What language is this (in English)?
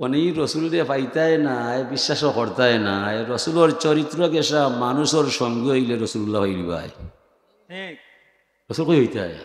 Sylheti